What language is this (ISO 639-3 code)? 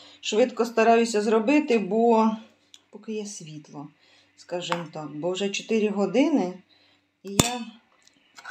ukr